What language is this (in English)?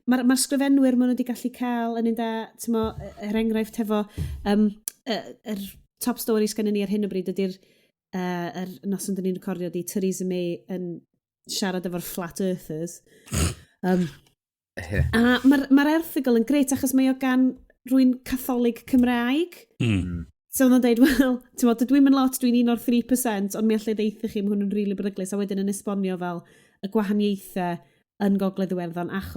Welsh